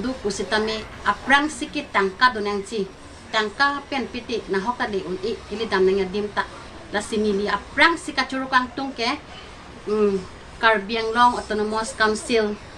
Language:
Karbi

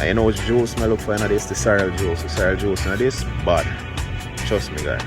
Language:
Jamaican Creole English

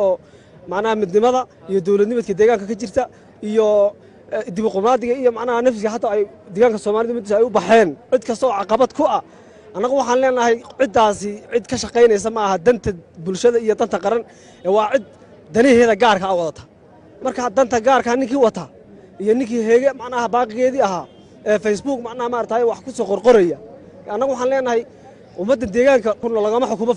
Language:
Somali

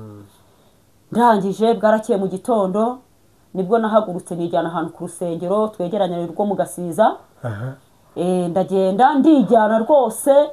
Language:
Kinyarwanda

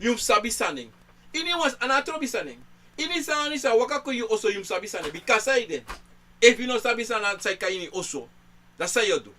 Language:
Sranan Tongo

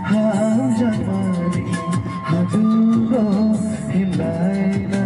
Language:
Kok Borok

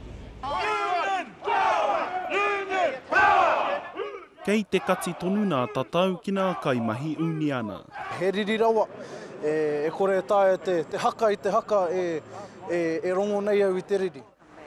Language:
Māori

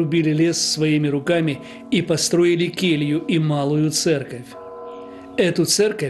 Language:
Russian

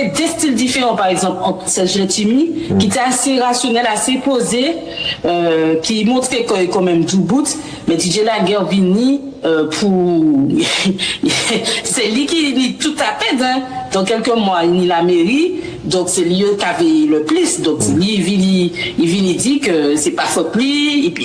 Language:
Guadeloupean Creole French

